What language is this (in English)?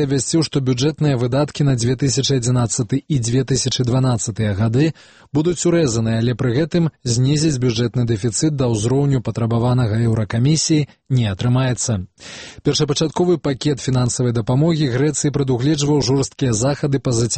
Belarusian